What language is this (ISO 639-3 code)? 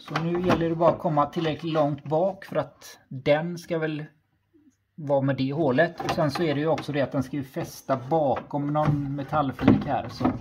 swe